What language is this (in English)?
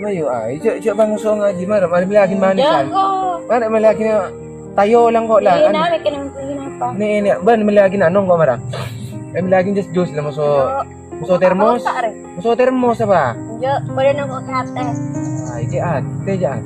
Madurese